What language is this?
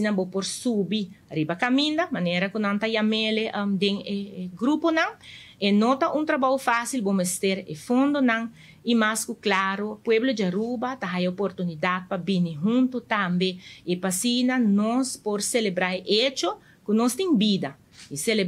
Papiamento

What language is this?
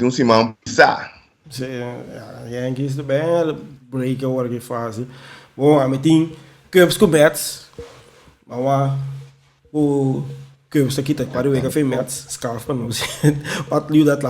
Papiamento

